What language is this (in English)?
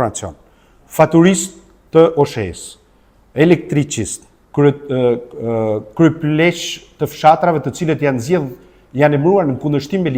Albanian